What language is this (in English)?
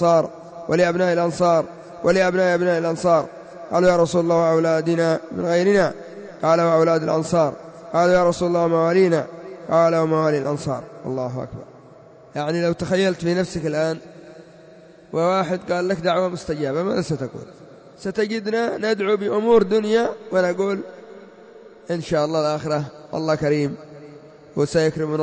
Arabic